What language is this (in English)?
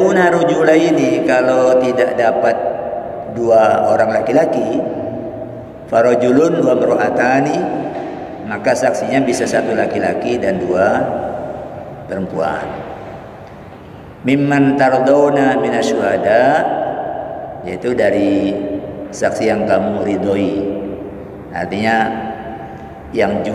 Indonesian